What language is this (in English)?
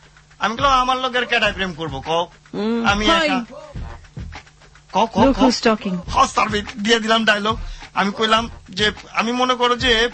Bangla